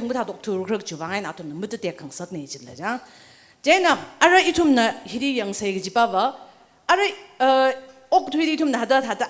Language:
Tangkhul Naga (India)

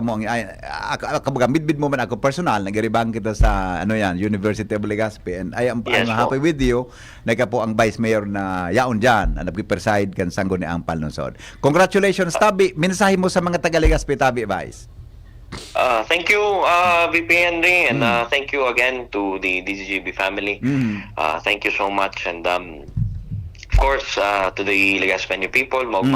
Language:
Bikol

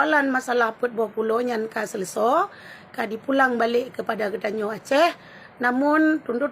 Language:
Achinese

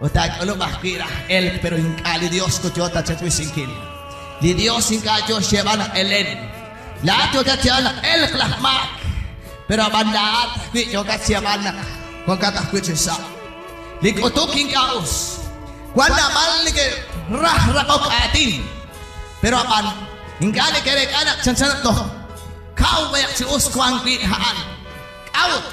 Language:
Kekchí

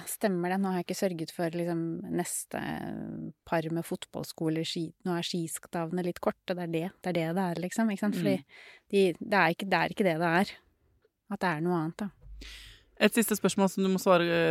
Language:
Norwegian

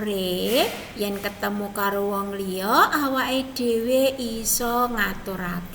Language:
Javanese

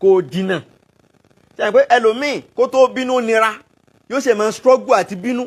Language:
Yoruba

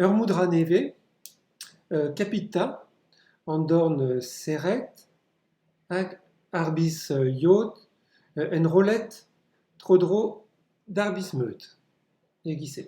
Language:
Breton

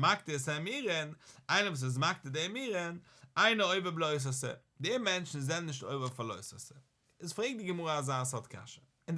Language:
Yiddish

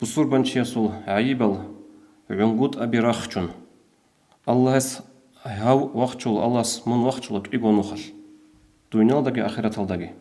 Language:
Avaric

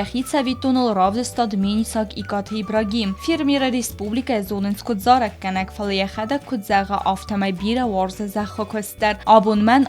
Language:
Ossetic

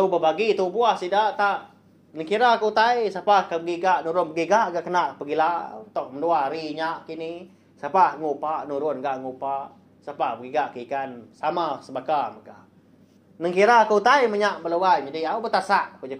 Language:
Iban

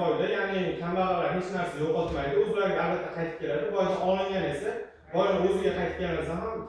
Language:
Uzbek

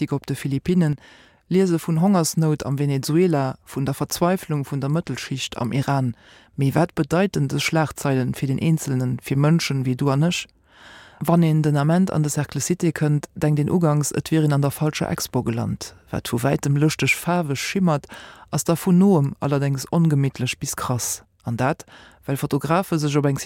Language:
Luxembourgish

